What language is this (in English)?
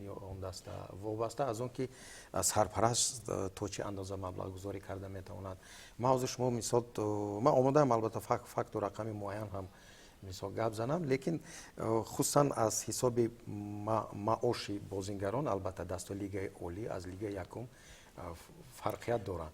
Tajik